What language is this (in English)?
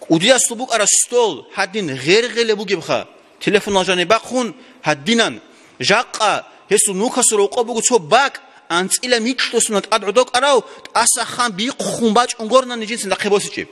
Avaric